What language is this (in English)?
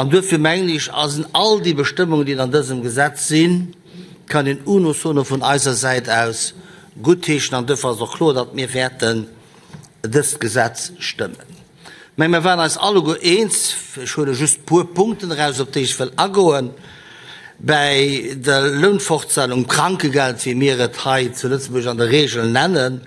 Luxembourgish